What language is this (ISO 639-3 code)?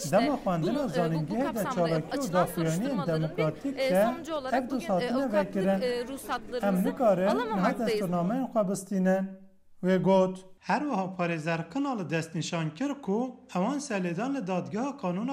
kur